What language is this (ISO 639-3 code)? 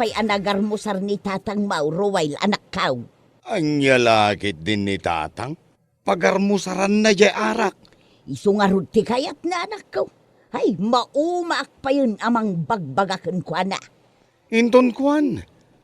ilo